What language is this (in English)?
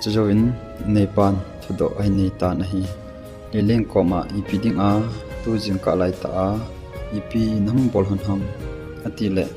Thado Chin